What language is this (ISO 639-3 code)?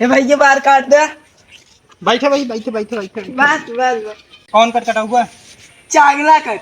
awa